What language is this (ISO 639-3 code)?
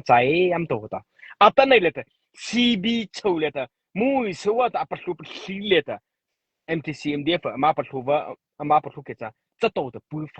mrh